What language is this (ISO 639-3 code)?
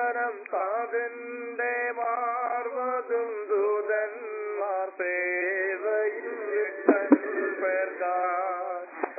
mal